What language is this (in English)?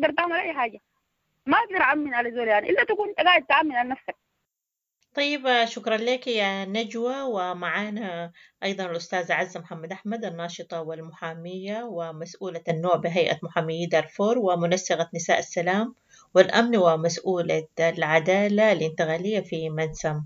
Sudanese Arabic